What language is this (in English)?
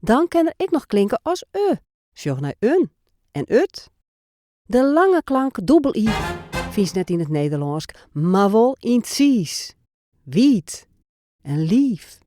Western Frisian